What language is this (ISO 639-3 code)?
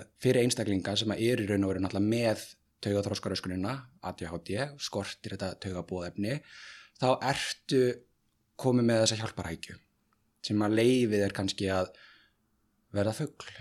isl